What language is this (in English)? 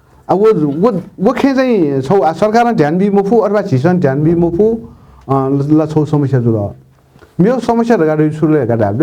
Newari